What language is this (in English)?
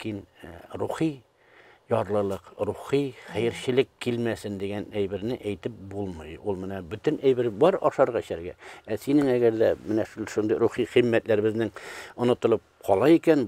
Tatar